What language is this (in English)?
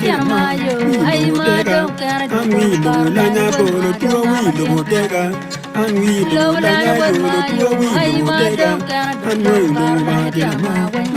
Acoli